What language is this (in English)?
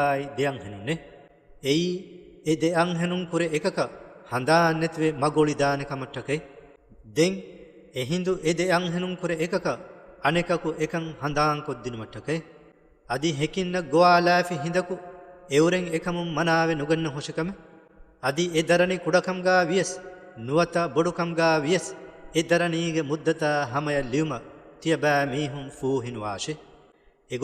Divehi